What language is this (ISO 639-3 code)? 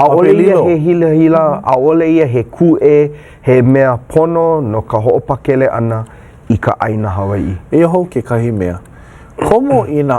haw